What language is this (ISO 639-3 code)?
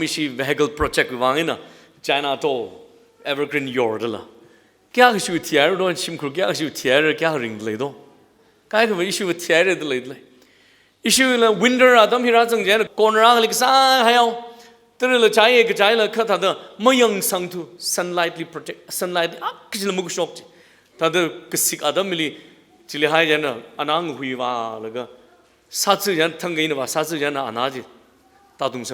nmf